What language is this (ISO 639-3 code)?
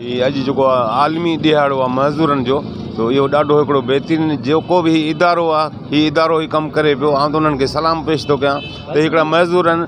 snd